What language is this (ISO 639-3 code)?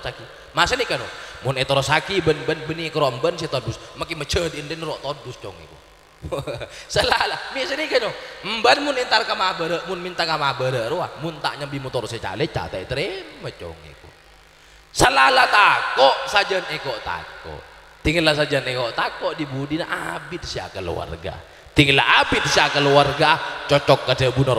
mad